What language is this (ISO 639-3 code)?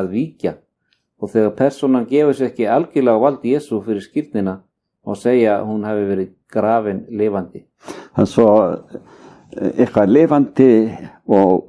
isl